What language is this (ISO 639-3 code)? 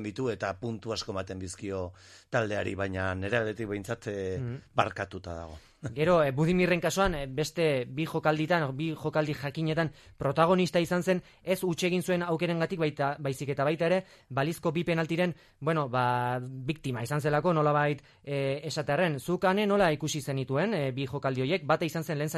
eus